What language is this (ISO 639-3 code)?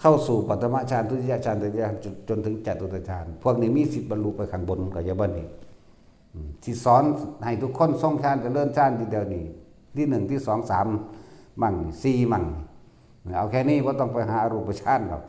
tts